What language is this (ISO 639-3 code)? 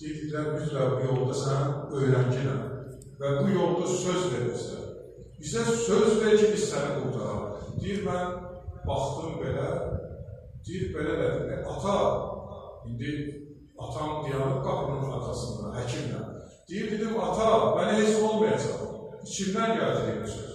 aze